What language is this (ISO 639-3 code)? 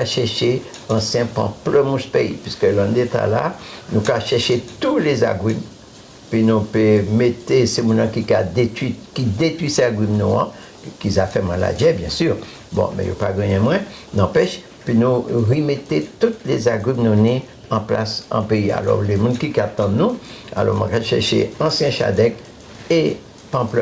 gcf